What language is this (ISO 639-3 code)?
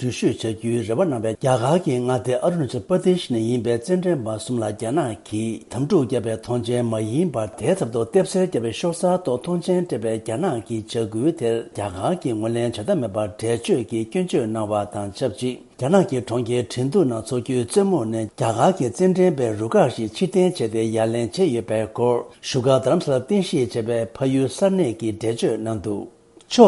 bod